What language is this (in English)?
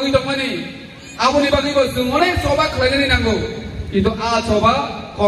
Kok Borok